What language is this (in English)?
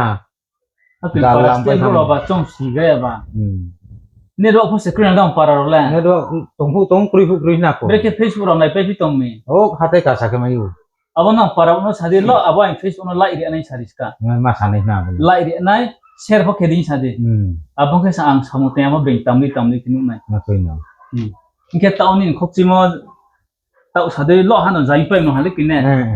Riang (India)